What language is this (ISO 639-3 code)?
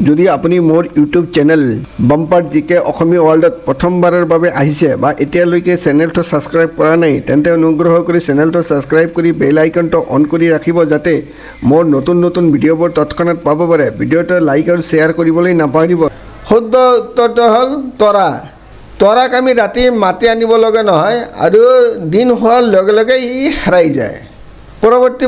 asm